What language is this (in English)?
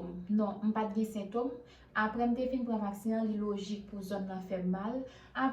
Haitian Creole